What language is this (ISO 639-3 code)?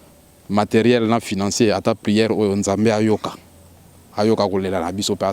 lin